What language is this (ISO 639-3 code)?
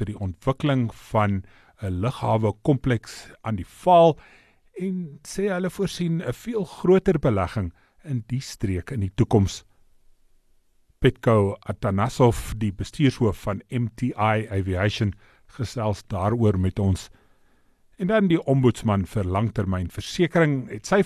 afr